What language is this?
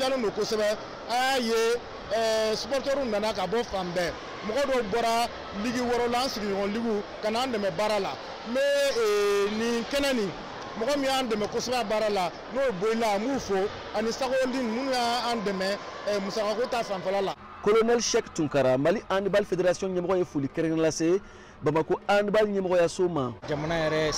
Bambara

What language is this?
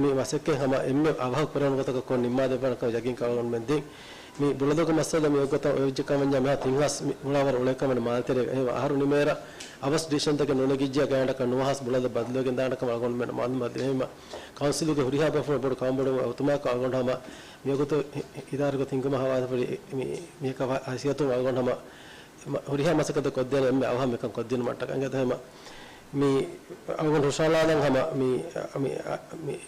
Divehi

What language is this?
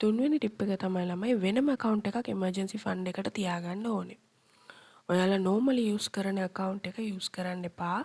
Sinhala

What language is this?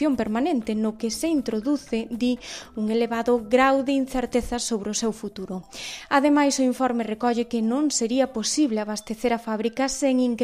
Galician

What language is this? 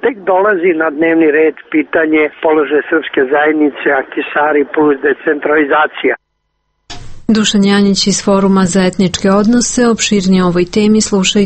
Serbian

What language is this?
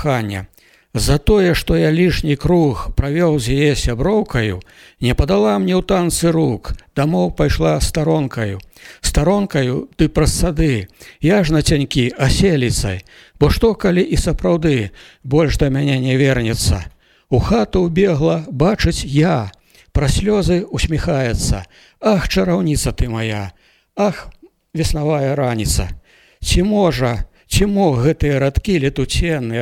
Belarusian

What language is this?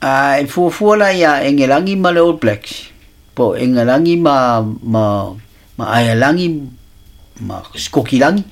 Samoan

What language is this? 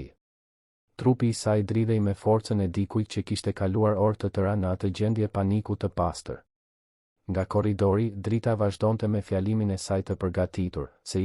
Albanian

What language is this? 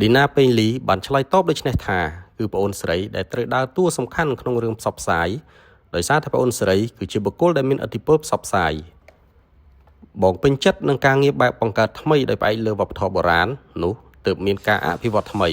Khmer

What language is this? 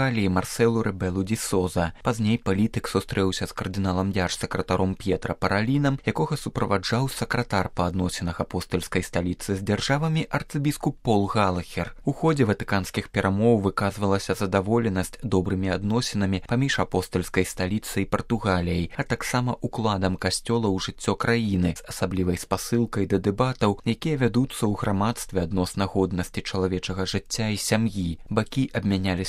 Belarusian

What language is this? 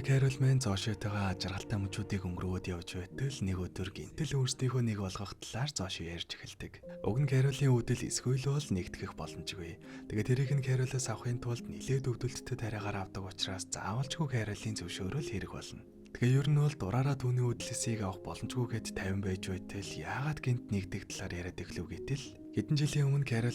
Mongolian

